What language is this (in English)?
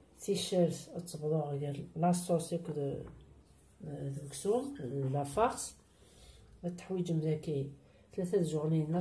Kabyle